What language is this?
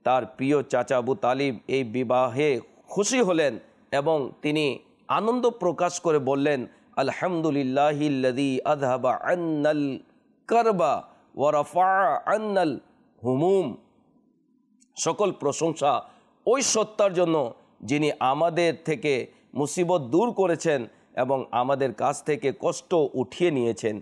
Bangla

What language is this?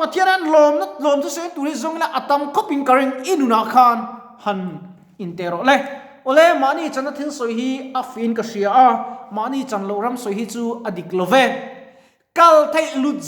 Mizo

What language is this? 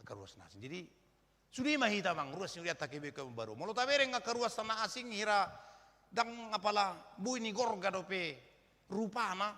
Batak Toba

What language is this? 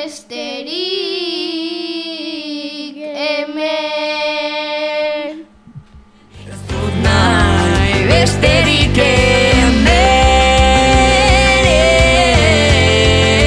Basque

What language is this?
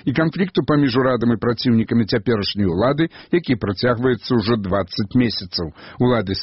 Belarusian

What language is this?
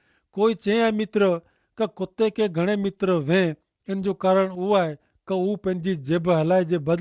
Kachhi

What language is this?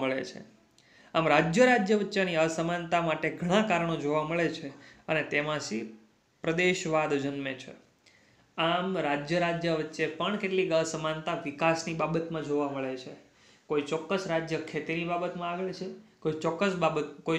Gujarati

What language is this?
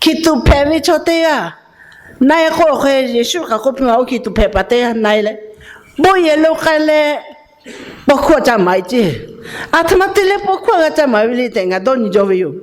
Lahu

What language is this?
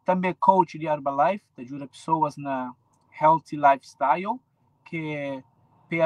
Kabuverdianu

